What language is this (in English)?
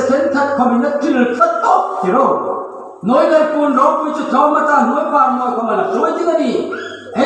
Hmar